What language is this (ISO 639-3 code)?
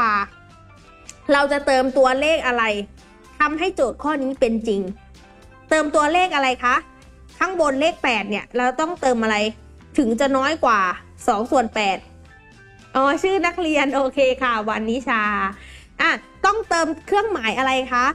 tha